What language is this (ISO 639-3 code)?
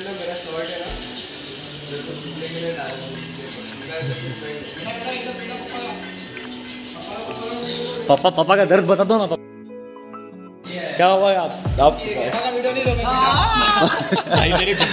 hin